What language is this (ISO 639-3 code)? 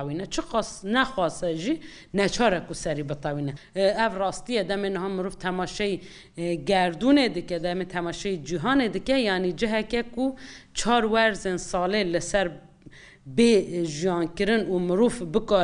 kur